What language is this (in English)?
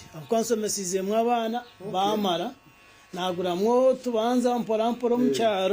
Nyankole